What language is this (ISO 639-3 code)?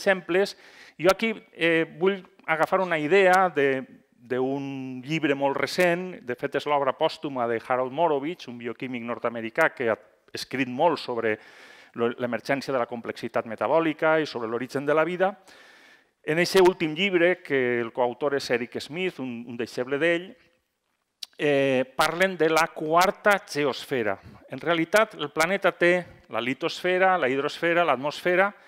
cat